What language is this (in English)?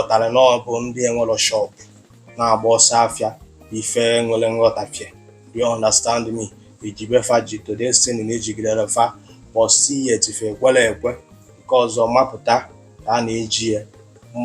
Igbo